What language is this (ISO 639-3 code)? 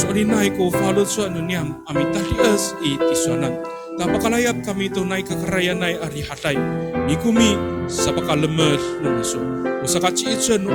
ami